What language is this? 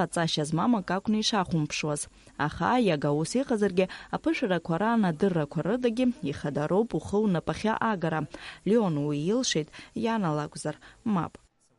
Abkhazian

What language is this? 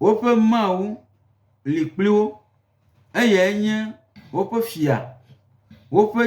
Gen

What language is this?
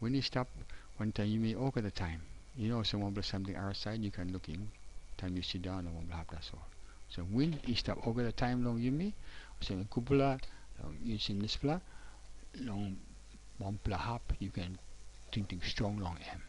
Tok Pisin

